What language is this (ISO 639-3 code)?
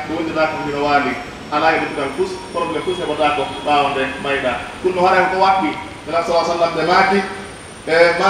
fuf